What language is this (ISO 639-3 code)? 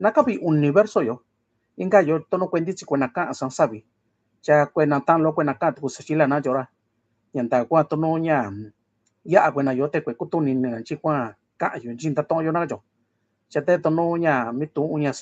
mix